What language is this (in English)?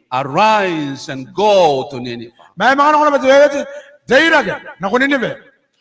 Gilbertese